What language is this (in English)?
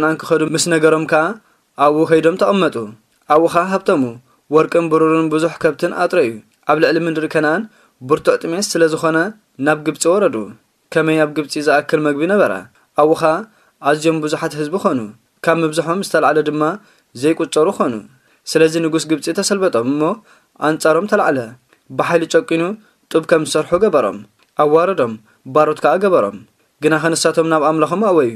Tigrinya